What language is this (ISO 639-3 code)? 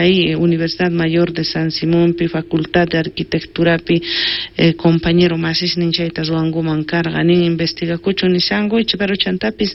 quh